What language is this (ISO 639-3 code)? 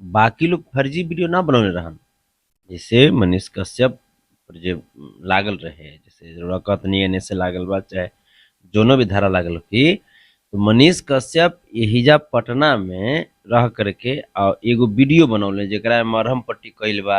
bho